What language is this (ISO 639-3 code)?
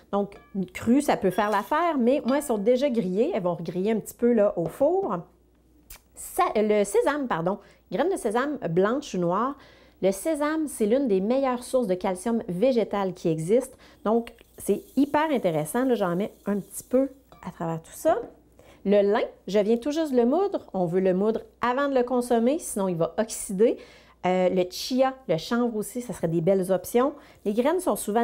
fra